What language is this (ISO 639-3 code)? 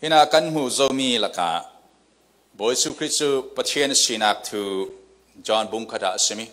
cfm